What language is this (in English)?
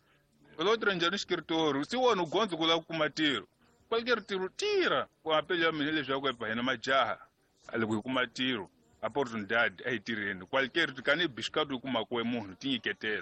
Tsonga